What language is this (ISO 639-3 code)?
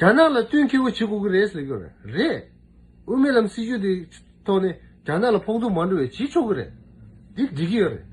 bod